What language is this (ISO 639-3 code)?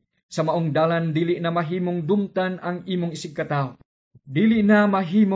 ceb